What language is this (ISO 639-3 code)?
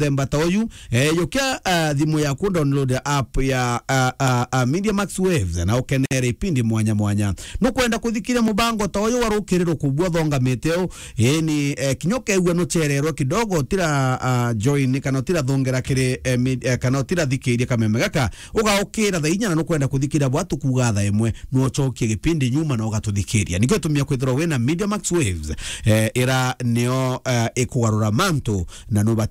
mer